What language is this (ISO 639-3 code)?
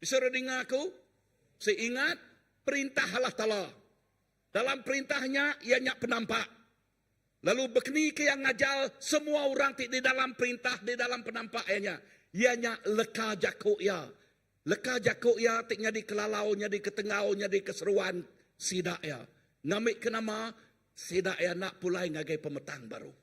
iba